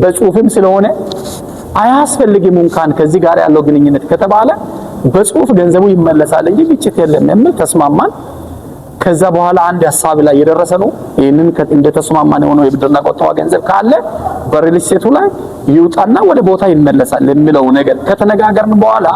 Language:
Amharic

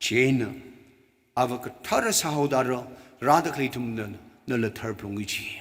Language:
Tangkhul Naga (India)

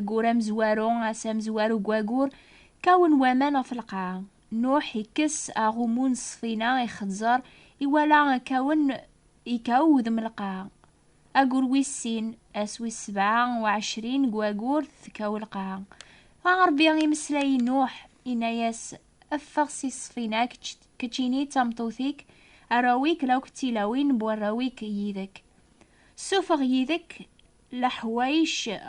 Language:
Kabyle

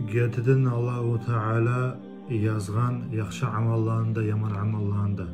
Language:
Kumyk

